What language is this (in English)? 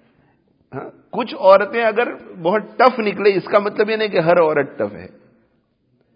Urdu